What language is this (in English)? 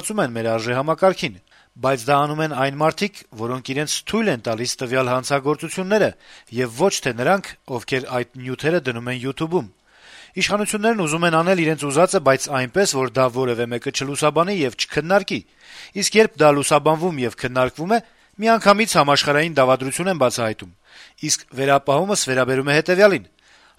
Armenian